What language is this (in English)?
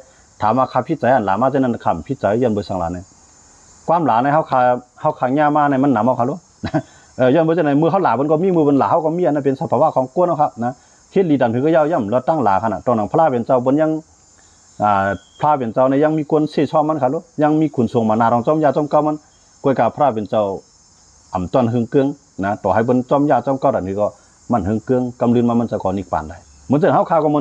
Shan